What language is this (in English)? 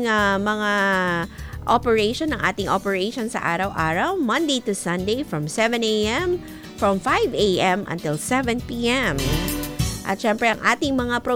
Filipino